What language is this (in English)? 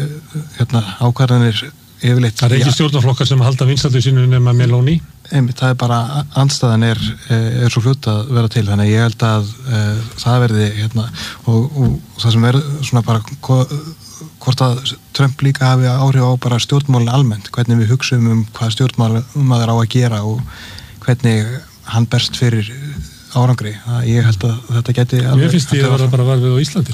Icelandic